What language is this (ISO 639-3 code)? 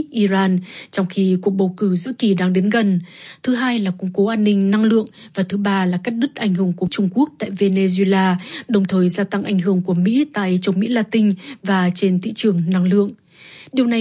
vie